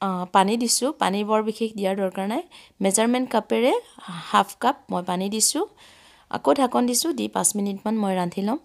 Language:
Assamese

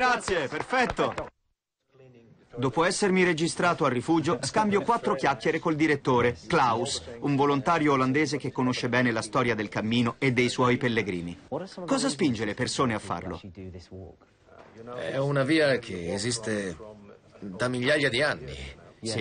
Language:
Italian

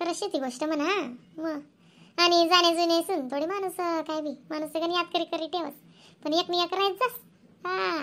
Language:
Khandesi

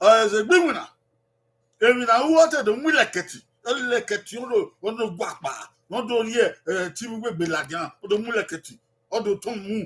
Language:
Bini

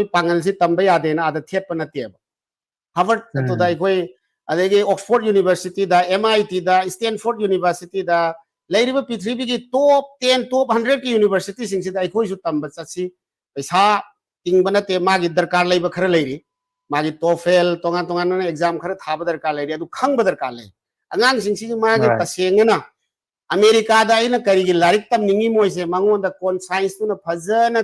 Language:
Manipuri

